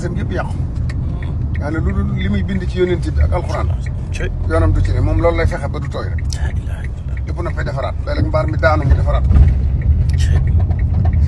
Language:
Wolof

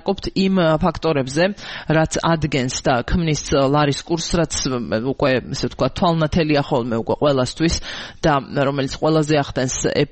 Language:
Georgian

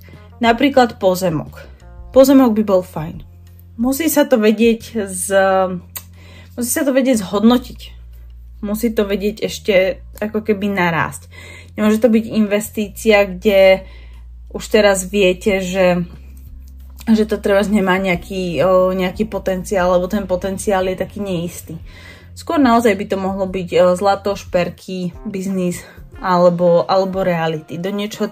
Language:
Slovak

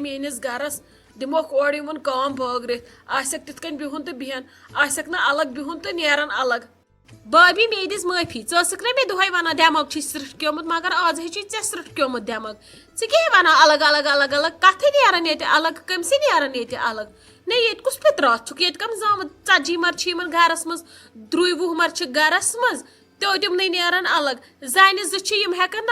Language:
Kashmiri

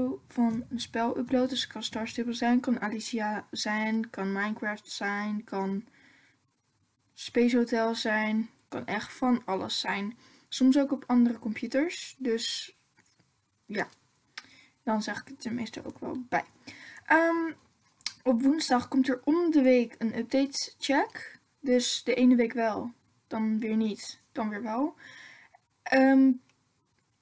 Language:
Dutch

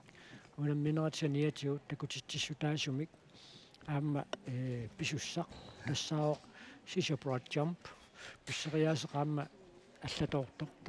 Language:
Kalaallisut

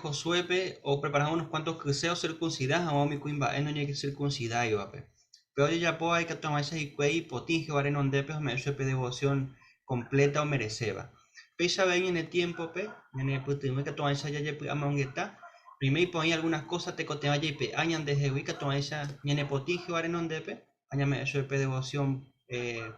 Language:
Guarani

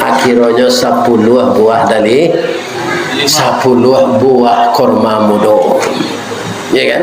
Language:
Minangkabau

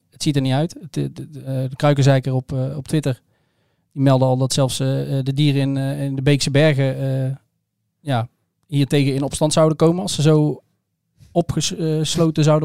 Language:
Dutch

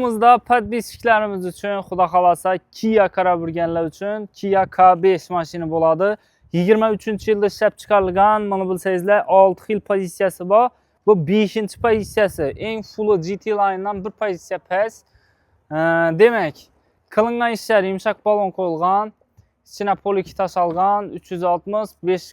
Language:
Uzbek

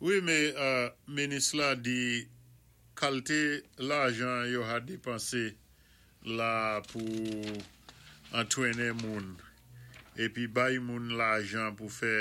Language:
Saint Lucian Creole French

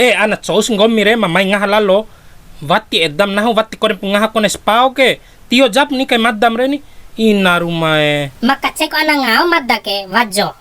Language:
Bima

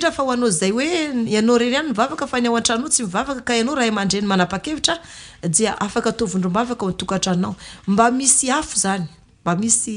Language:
Malagasy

